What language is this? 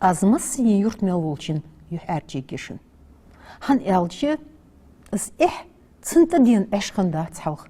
Ingush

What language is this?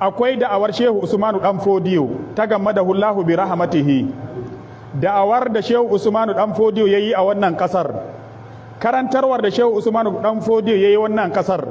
Hausa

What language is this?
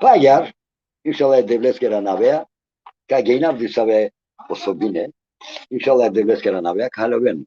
Balkan Romani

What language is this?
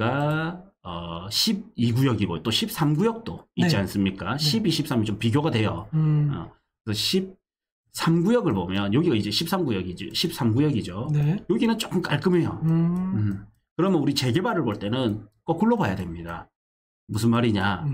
Korean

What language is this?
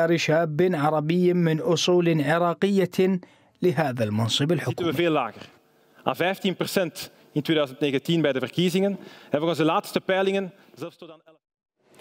Mesopotamian Arabic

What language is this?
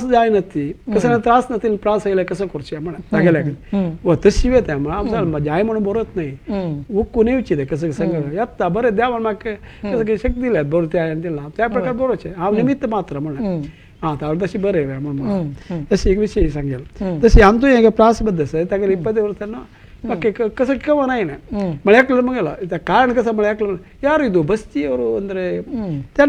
Konkani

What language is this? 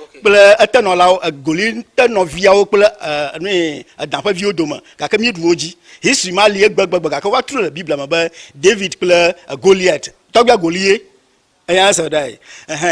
Ewe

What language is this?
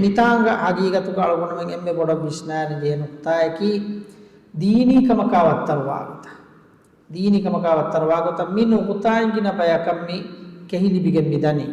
Divehi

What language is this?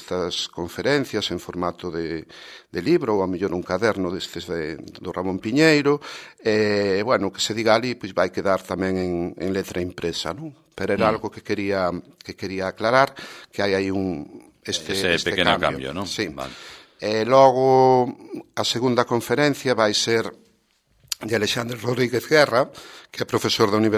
Galician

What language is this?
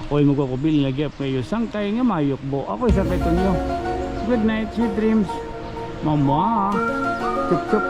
Waray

